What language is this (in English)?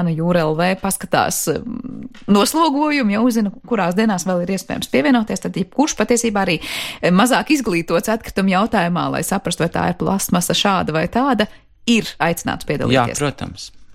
Latvian